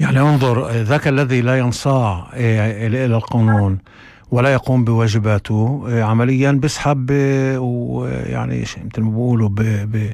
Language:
North Levantine Arabic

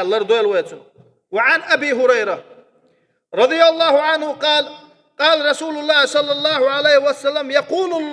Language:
Chechen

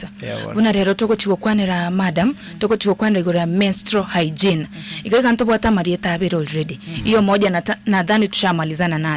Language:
Gusii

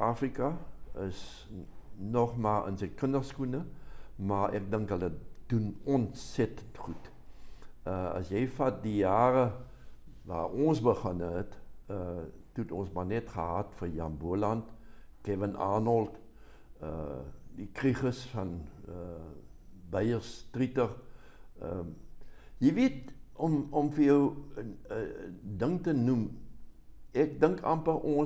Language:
Afrikaans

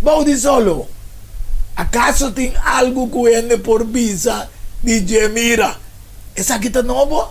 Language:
Papiamento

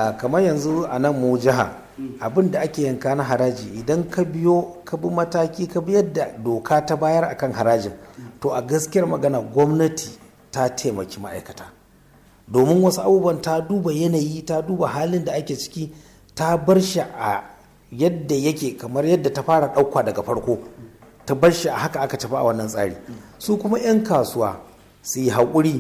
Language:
Hausa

